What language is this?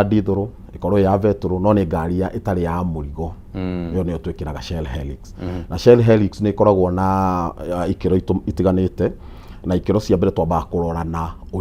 Kikuyu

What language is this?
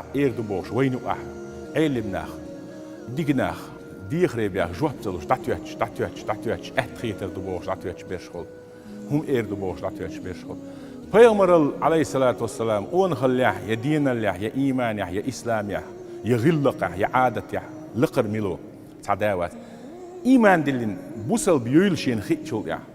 Chechen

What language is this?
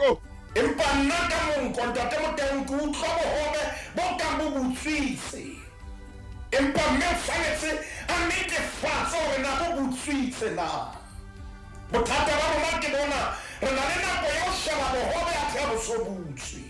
Southern Sotho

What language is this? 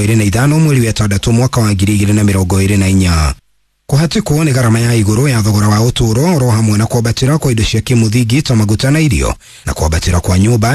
Kikuyu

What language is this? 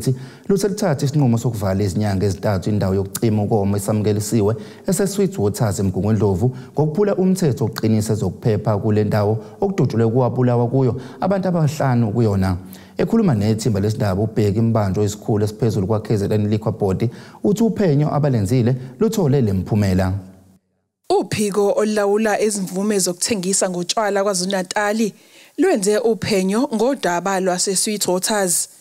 Zulu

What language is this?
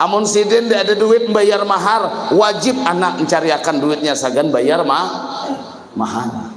Banjar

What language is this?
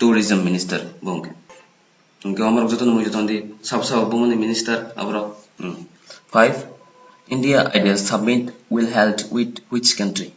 Kok Borok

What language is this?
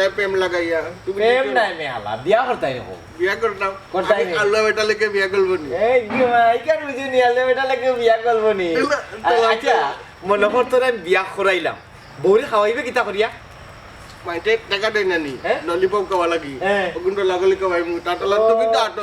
Sylheti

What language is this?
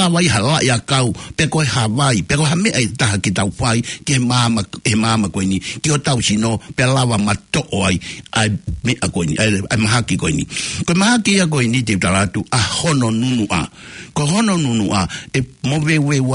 Tongan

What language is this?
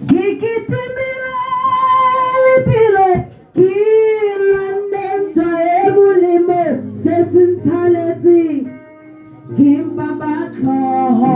Tswana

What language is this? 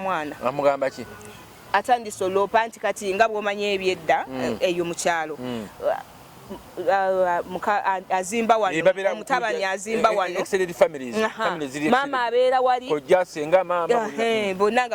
Ganda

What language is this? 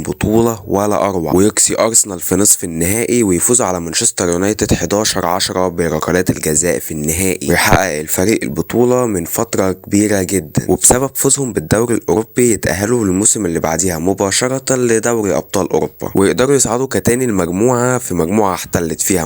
Egyptian Arabic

